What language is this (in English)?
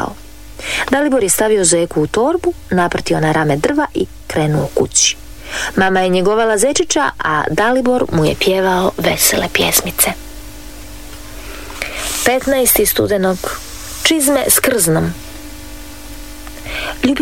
Croatian